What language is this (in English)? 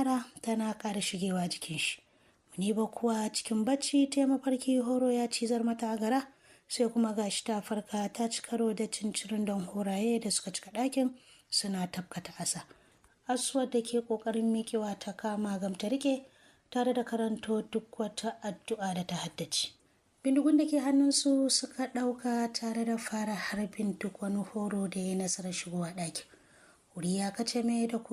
Hausa